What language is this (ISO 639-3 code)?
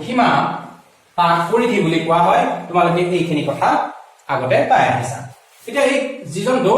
asm